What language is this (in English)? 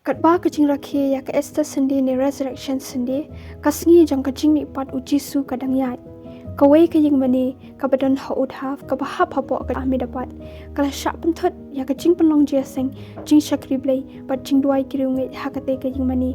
Khasi